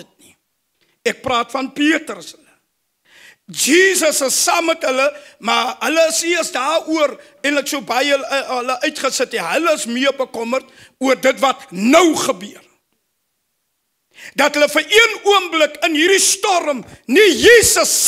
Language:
Afrikaans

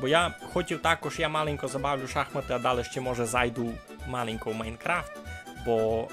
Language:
Rusyn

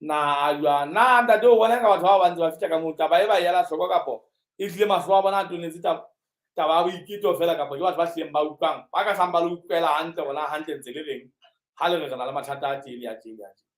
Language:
Southern Sotho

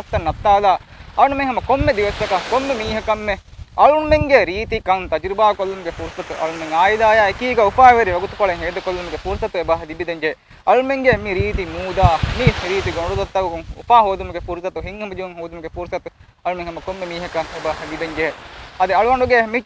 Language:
Divehi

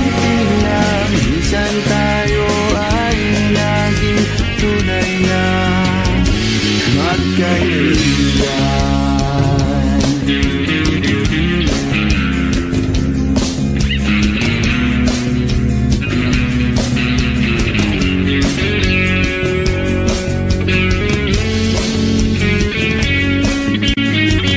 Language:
Filipino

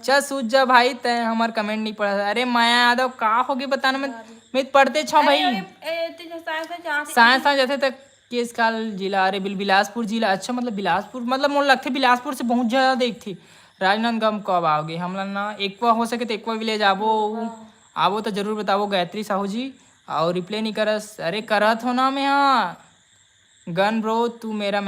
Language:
Chhattisgarhi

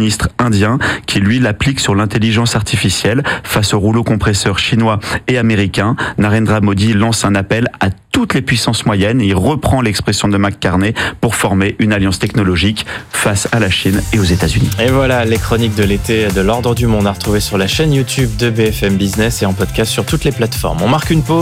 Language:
French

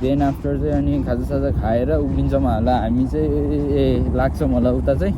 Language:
Nepali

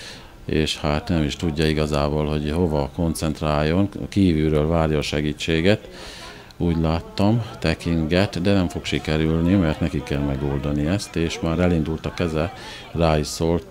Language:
Hungarian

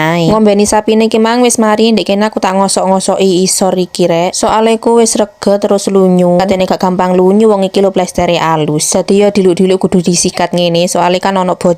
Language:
Javanese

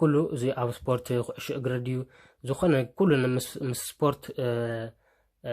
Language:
Tigrinya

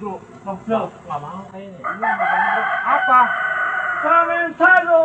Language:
Betawi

